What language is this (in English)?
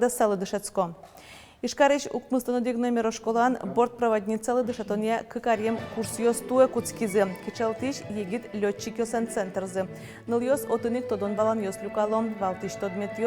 Udmurt